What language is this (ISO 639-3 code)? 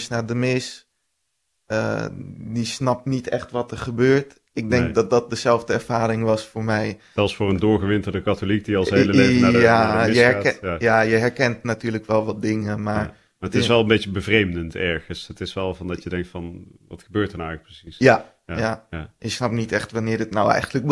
nld